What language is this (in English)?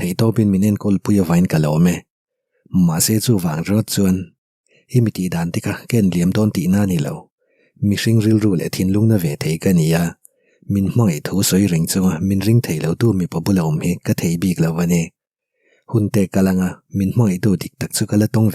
Mizo